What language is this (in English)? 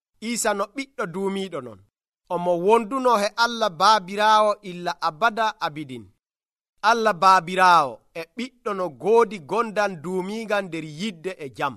Nigerian Fulfulde